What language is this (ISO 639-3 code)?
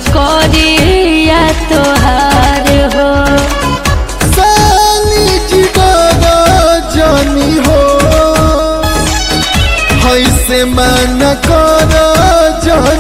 bho